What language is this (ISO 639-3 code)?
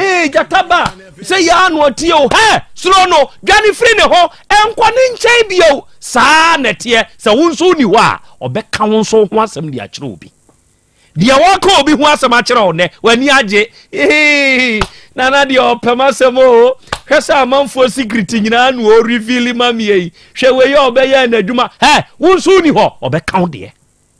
aka